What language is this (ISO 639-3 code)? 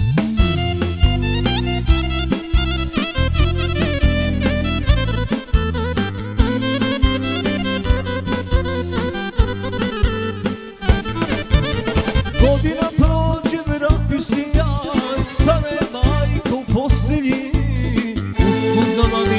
hrv